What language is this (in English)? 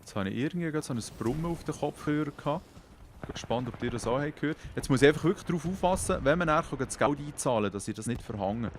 Swiss German